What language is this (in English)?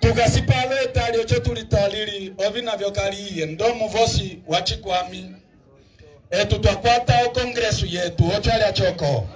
Umbundu